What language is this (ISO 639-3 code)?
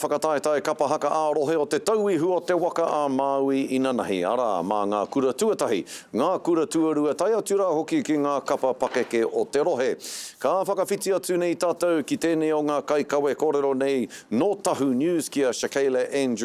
mri